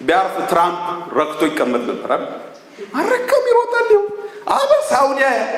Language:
Amharic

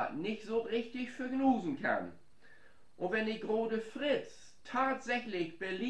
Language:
Low German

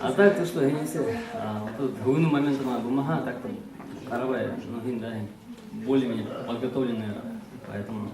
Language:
Bashkir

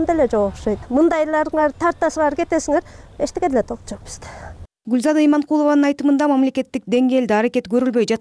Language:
Kyrgyz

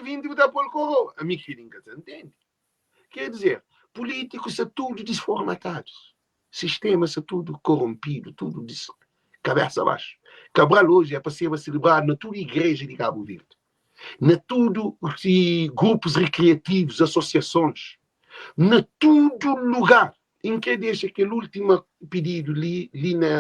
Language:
Kabuverdianu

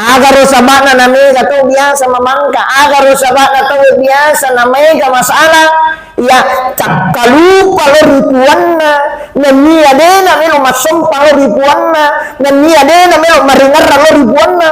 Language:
Buginese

